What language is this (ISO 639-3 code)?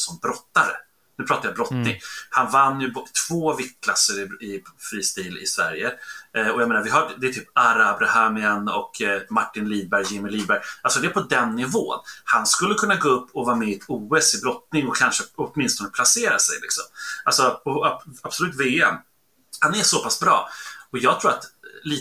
swe